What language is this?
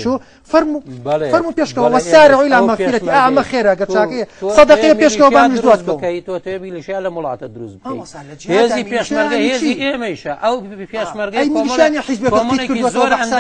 Central Kurdish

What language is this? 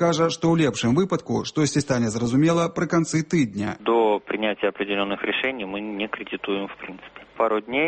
Belarusian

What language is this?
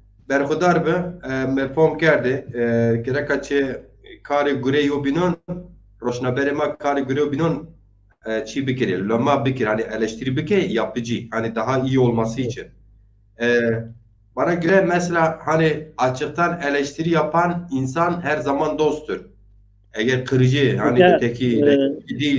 Zaza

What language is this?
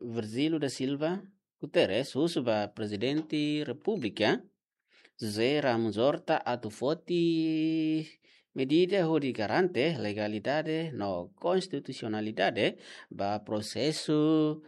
Tetum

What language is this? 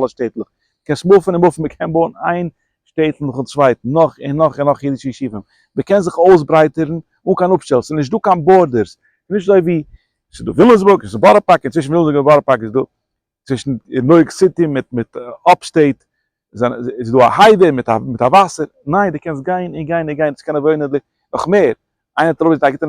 Yiddish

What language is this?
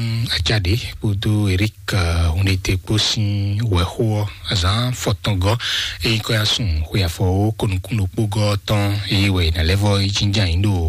Fon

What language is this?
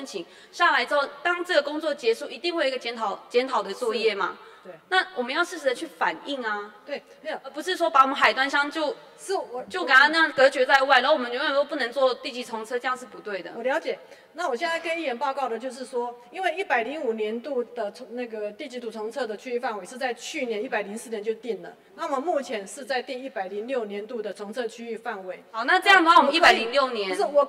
Chinese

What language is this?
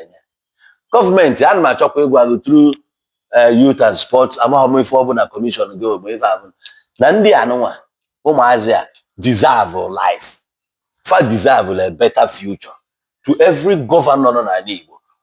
Igbo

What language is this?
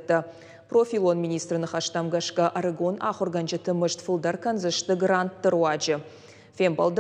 Ossetic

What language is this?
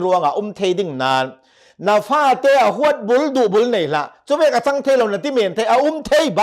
Hakha Chin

